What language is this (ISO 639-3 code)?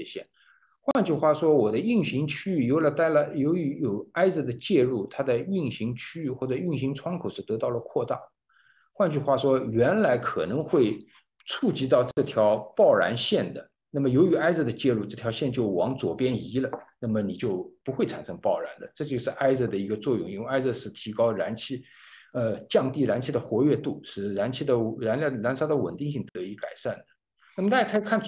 zho